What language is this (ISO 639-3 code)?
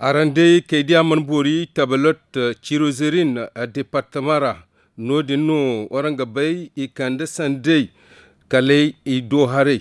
dje